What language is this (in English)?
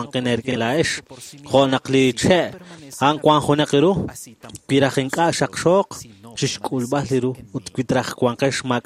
Kekchí